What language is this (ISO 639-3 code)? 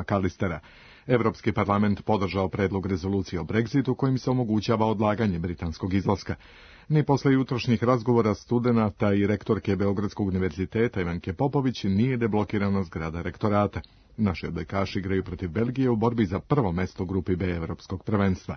srp